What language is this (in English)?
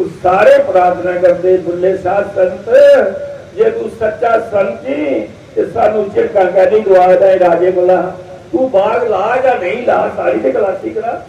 Dogri